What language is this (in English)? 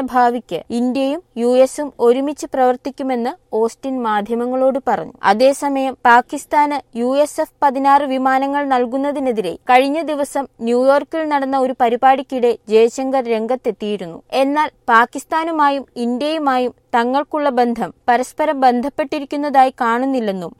Malayalam